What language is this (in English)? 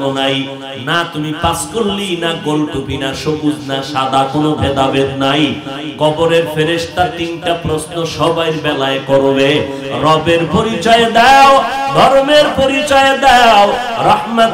Bangla